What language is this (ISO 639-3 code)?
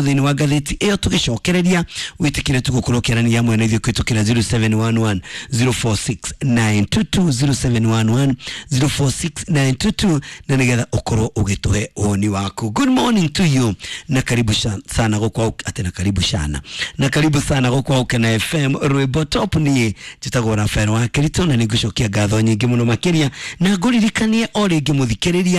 kik